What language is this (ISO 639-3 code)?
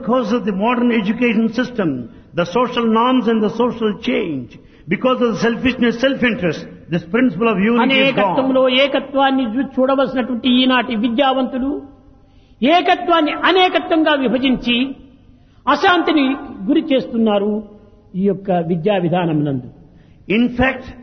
tel